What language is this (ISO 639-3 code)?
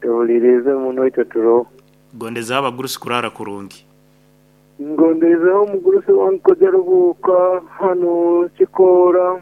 nyn